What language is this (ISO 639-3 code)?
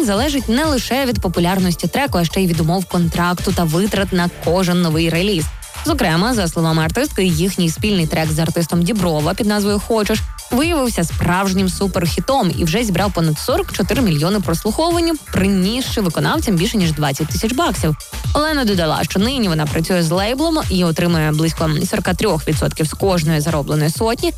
ukr